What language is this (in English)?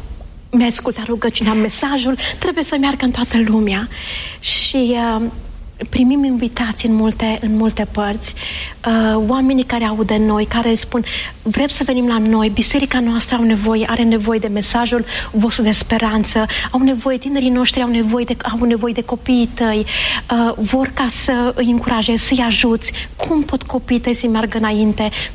Romanian